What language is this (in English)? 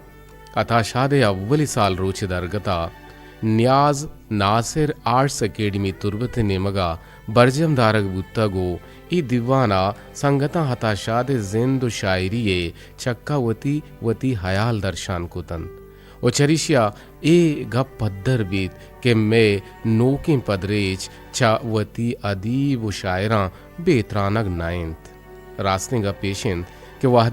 Eastern Balochi